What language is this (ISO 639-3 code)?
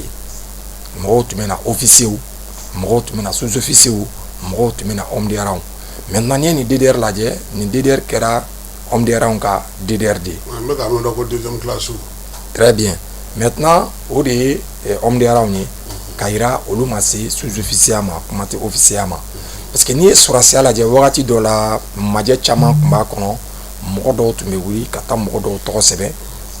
bam